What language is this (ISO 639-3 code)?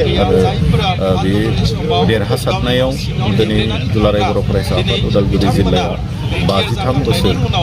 brx